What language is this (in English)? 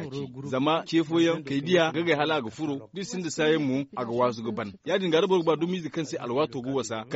Zarma